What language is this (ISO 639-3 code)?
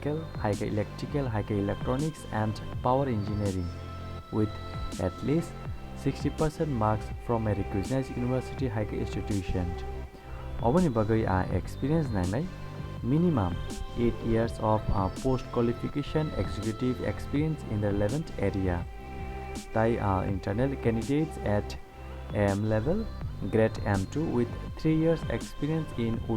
trp